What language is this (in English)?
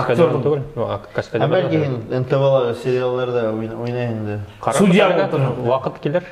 Bashkir